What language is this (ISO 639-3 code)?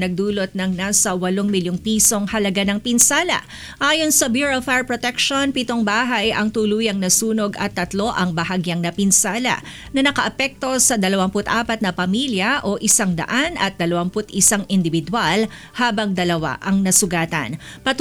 fil